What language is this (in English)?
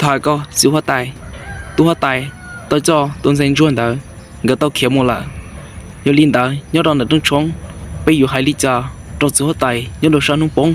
Hmong